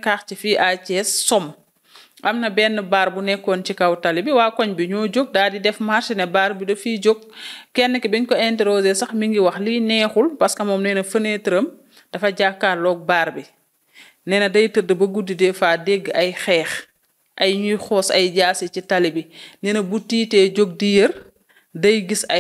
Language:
Wolof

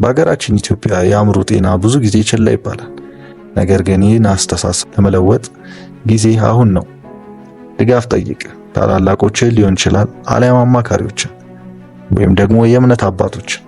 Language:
Amharic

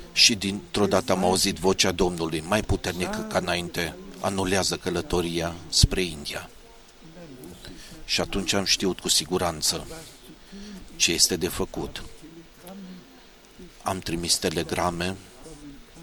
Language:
Romanian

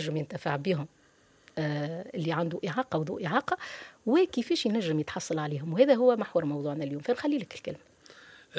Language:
Tunisian Arabic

